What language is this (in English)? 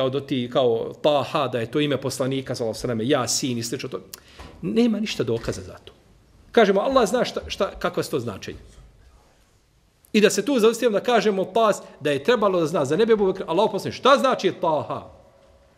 Bosnian